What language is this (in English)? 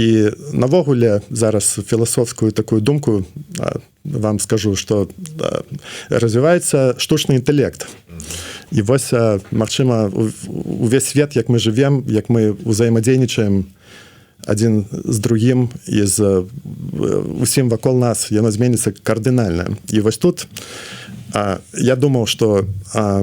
Belarusian